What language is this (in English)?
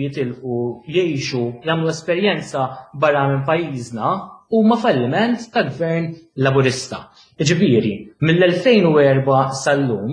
Maltese